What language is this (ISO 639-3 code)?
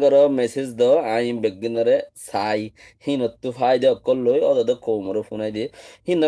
rhg